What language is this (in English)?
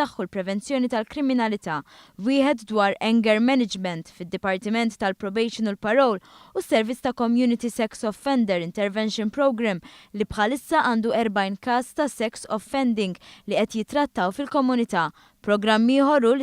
Maltese